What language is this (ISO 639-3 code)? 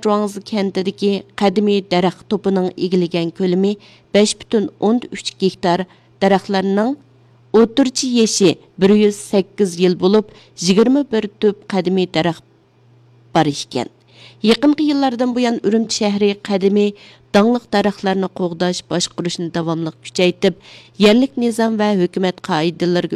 uig